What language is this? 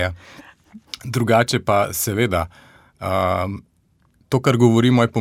Slovenian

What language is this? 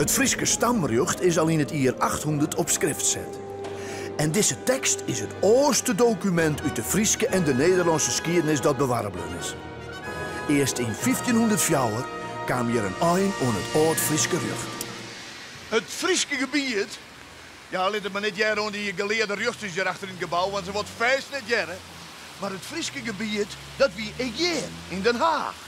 Western Frisian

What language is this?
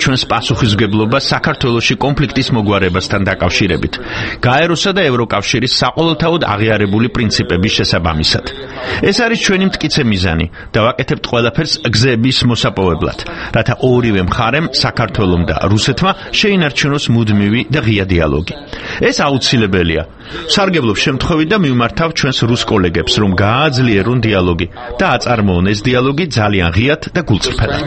Georgian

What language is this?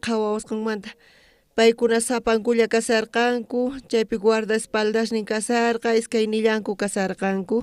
South Bolivian Quechua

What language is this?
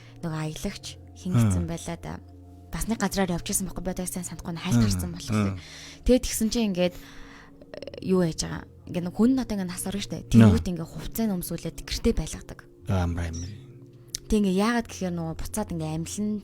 Mongolian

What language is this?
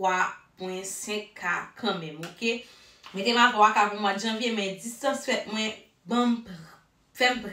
Haitian Creole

